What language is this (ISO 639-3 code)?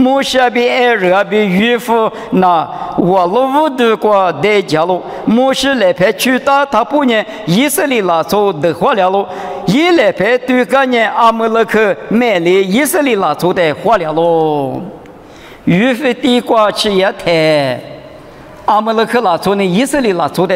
lis